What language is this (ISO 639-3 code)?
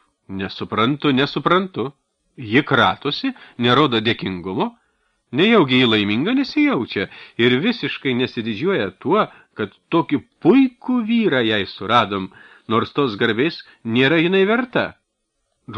lit